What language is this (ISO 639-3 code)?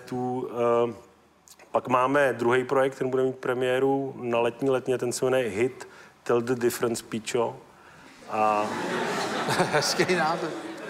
ces